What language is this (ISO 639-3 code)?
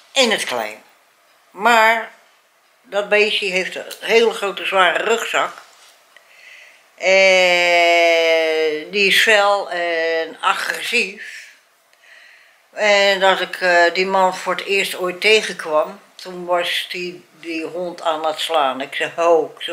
nld